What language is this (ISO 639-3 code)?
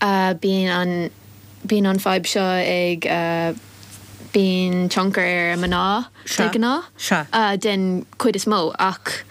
gle